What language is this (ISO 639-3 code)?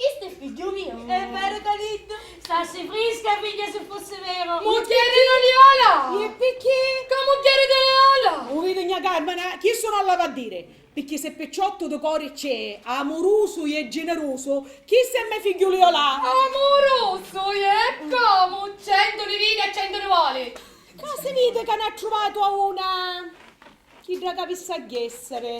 scn